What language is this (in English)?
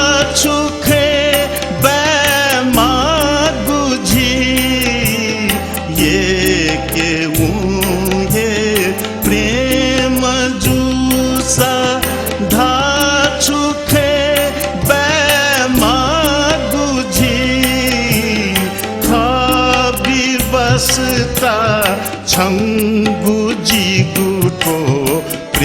Newari